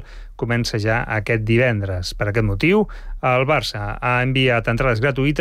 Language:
Catalan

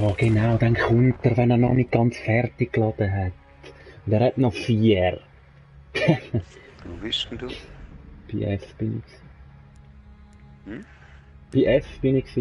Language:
Swiss German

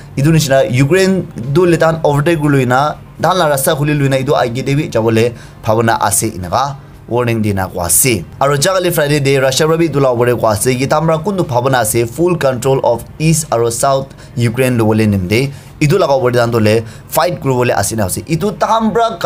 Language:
Naga Pidgin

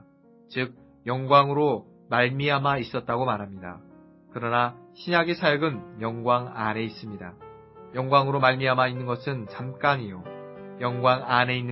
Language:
Korean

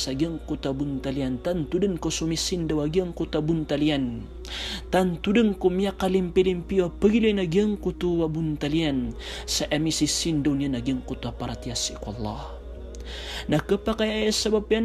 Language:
Maranao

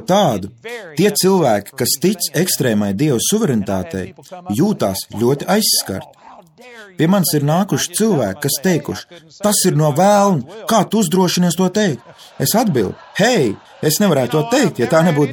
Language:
Latvian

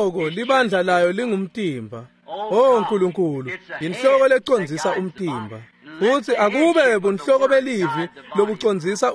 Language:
Swati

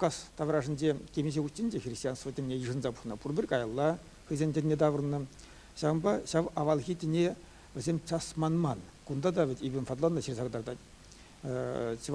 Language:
Chuvash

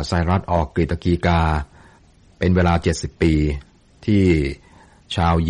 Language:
Thai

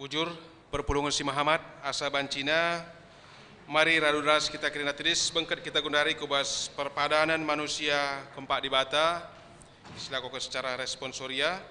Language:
Batak Karo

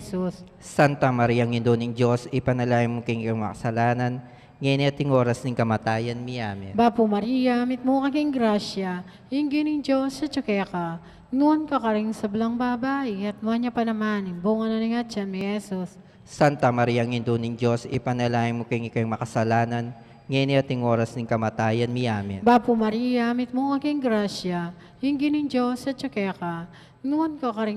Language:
Pampanga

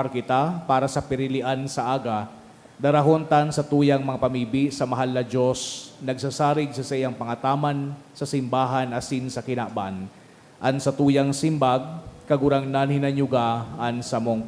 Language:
Bikol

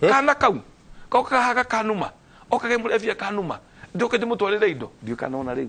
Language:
Kikuyu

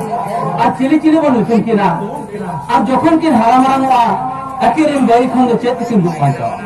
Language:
Santali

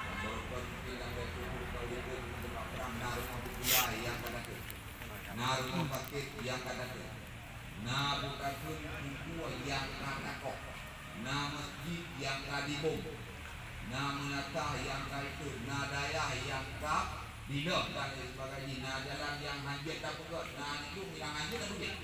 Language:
Achinese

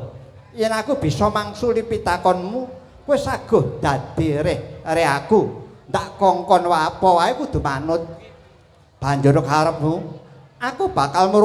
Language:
Javanese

